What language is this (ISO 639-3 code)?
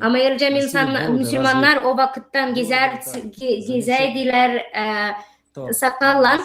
gag